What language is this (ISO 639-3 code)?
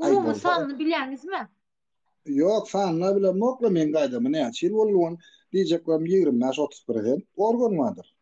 tuk